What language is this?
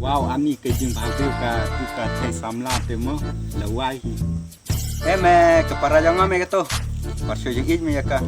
Khasi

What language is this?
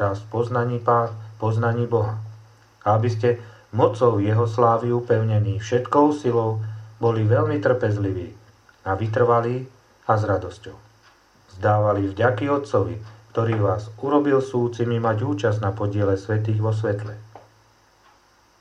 Slovak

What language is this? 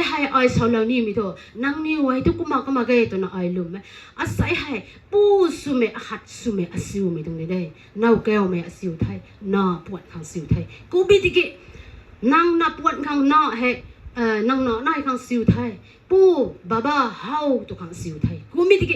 Rongmei Naga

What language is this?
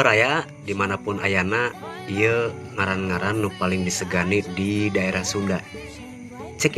Sundanese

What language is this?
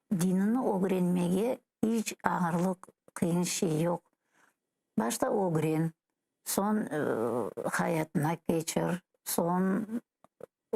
Crimean Tatar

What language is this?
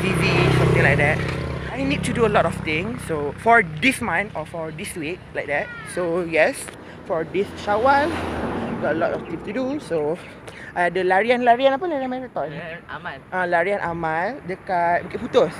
Malay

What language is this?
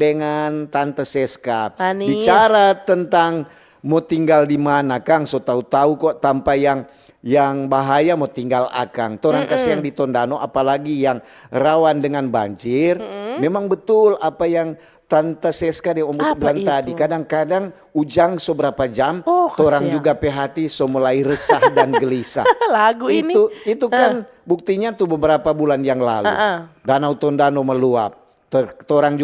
Manado Malay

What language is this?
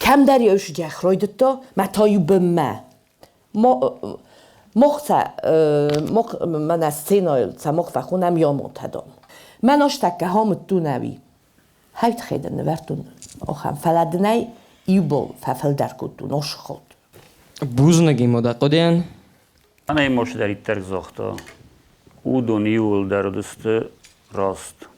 Ossetic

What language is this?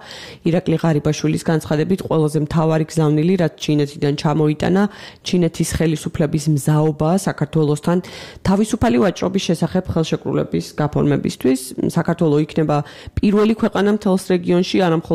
Georgian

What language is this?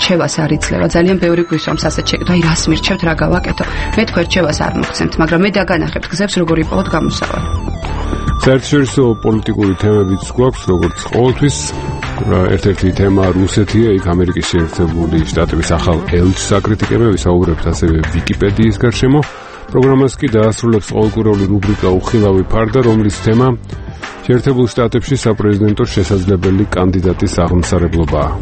Georgian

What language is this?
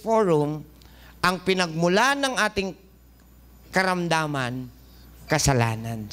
Filipino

